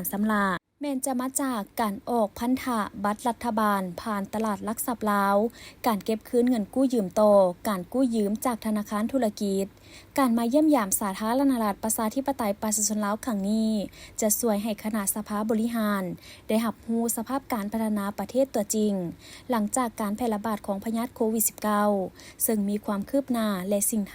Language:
Lao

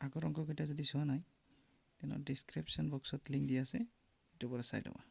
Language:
Assamese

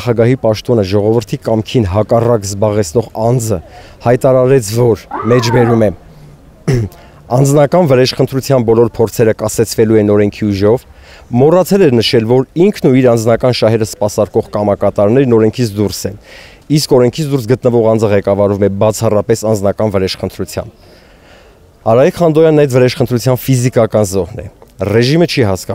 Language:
Armenian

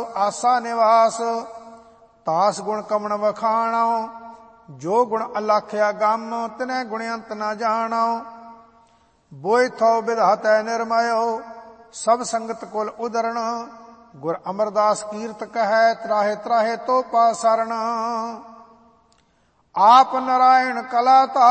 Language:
Punjabi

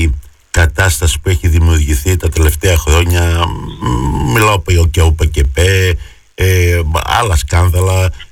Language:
Greek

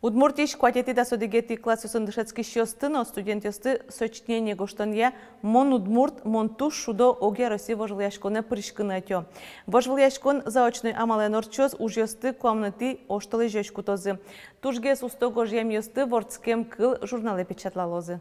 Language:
Udmurt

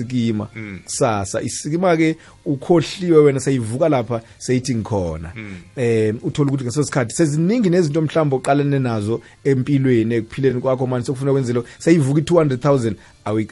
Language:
South Ndebele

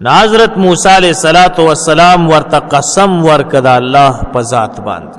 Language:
Pashto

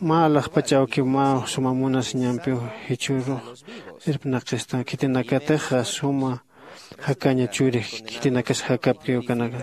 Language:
Aymara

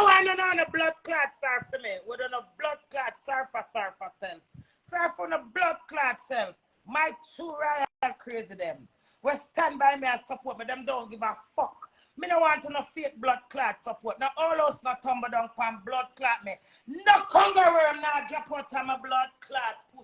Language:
Jamaican Creole English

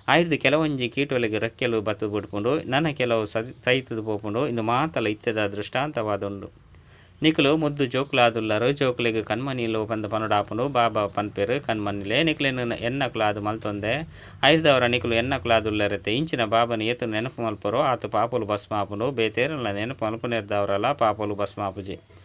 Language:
Tulu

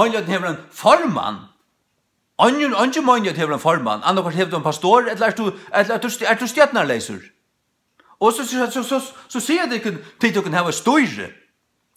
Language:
Faroese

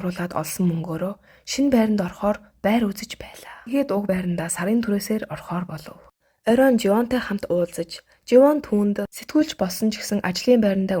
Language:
Mongolian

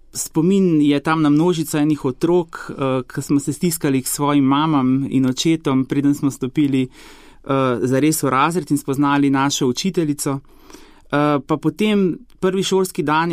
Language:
Slovenian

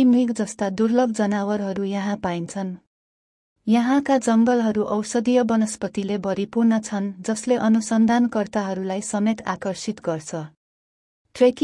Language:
Nepali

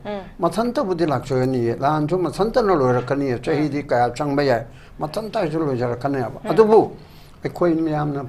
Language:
Manipuri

